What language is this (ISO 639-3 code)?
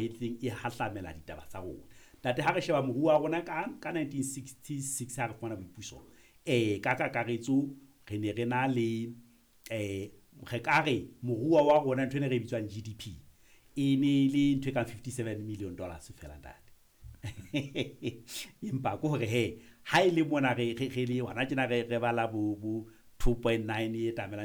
sot